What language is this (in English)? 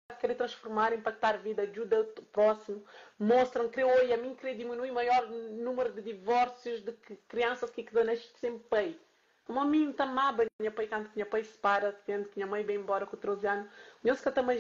Kabuverdianu